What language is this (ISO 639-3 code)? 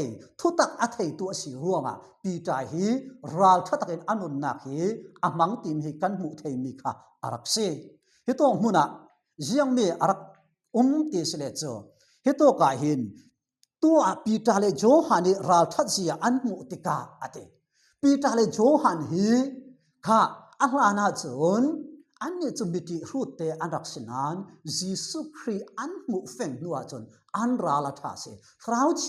cfm